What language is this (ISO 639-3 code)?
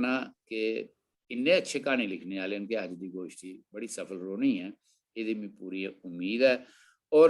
doi